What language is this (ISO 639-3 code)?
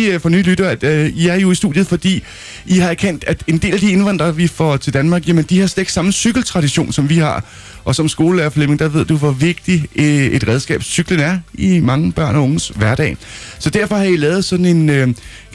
dan